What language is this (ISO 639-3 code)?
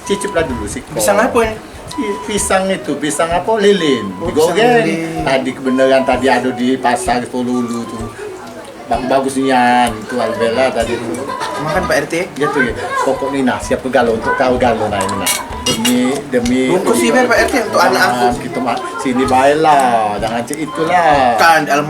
mui